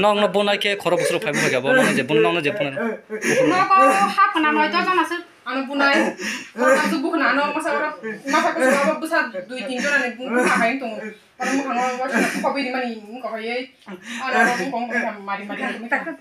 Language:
Kok Borok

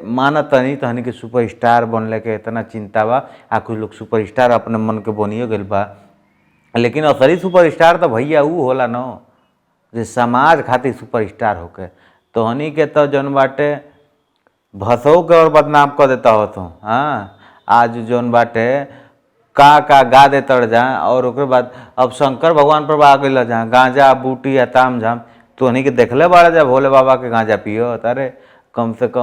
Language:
Bhojpuri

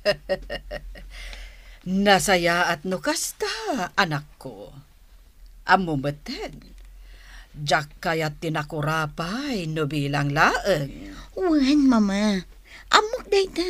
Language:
Iloko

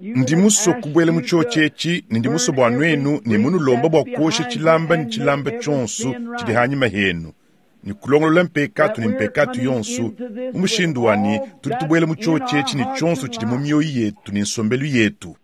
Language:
Luba-Lulua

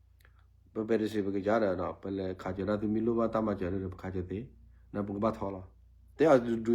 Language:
S'gaw Karen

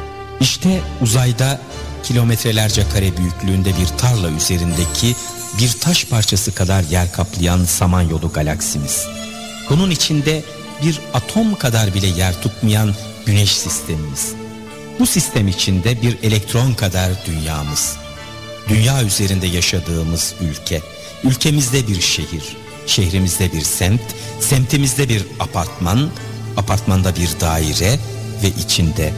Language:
Turkish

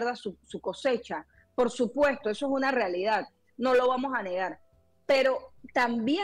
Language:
Spanish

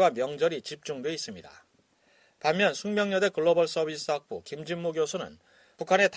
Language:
Korean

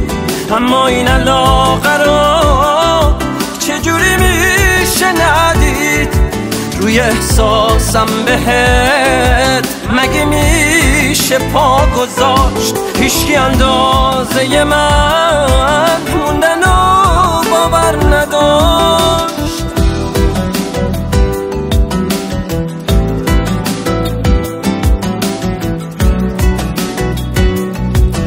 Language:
Persian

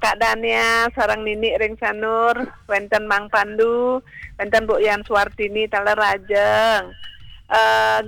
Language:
Balinese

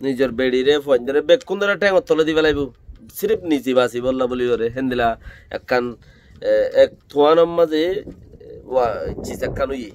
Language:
Rohingya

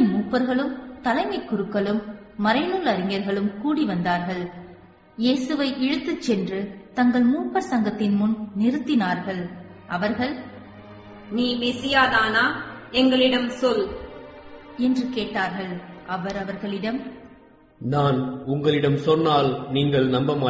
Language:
Tamil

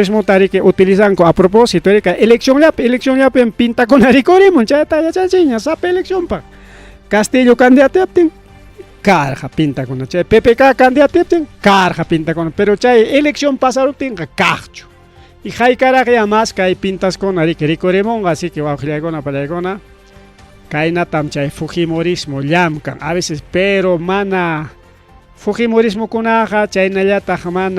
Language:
Ayacucho Quechua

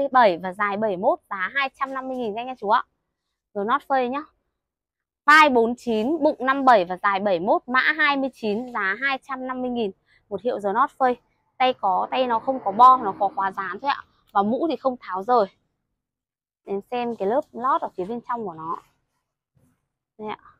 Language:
Vietnamese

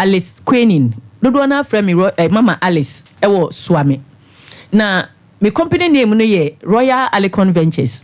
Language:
Akan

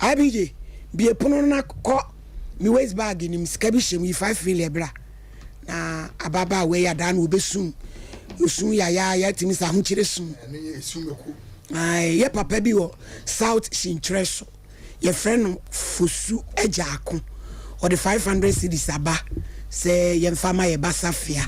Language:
Akan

